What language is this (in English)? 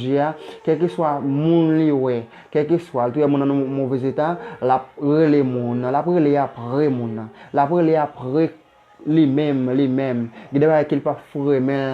Haitian Creole